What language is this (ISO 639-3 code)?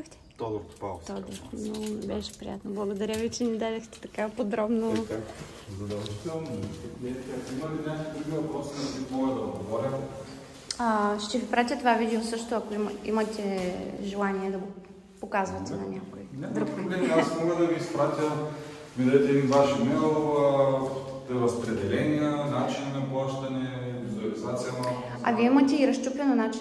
bul